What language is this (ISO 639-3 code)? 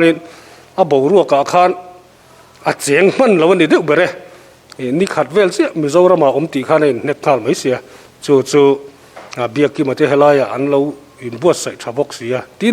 lus